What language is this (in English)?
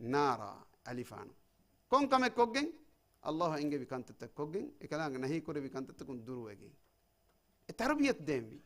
Divehi